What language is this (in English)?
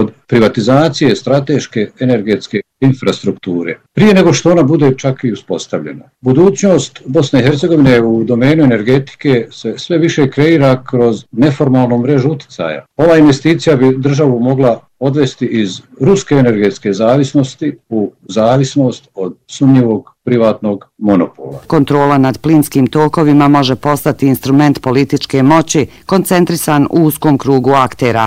Bosnian